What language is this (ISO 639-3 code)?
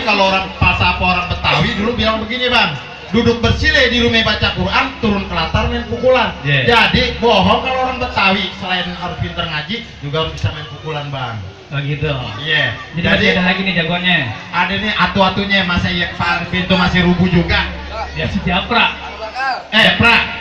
bew